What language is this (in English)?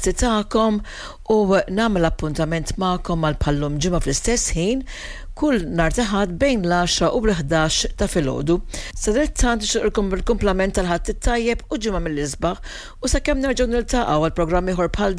Maltese